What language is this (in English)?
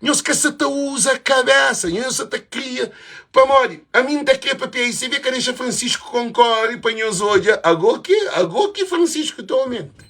Kabuverdianu